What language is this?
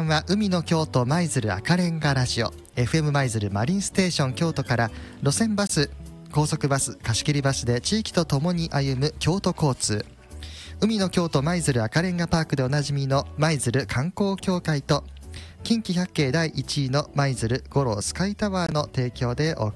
Japanese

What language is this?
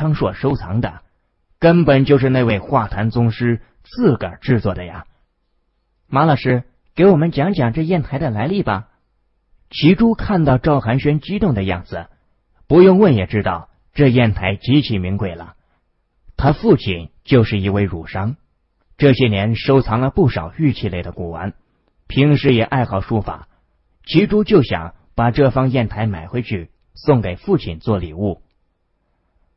Chinese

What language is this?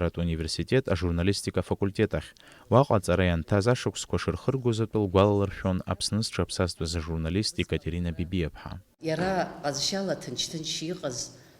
Abkhazian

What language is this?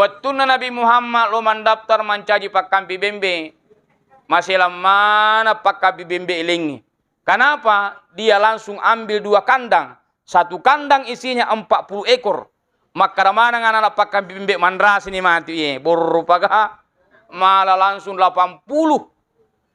Buginese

